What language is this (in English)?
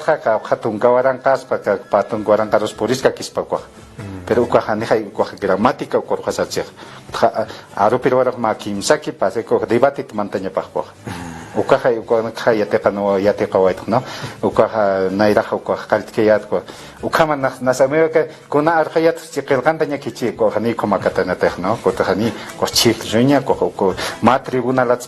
Aymara